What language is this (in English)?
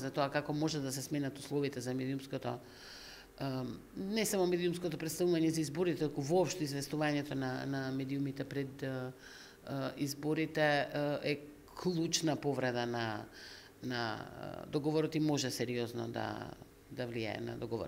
Macedonian